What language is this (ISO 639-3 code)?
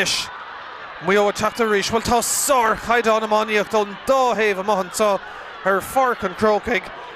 gle